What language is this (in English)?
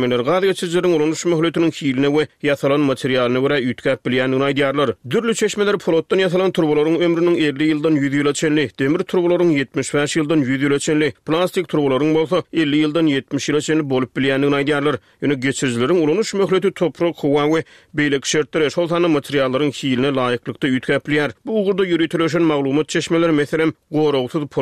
Turkmen